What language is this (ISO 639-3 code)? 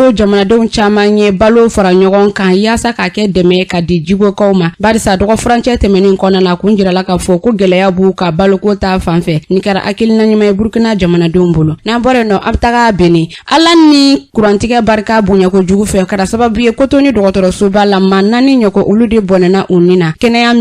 bam